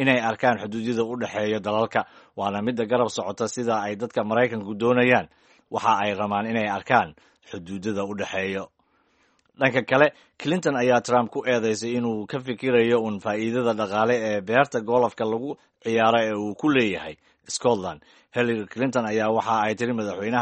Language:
Somali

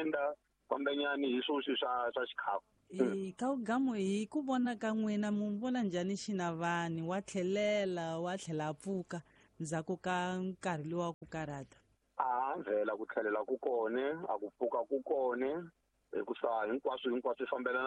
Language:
Tsonga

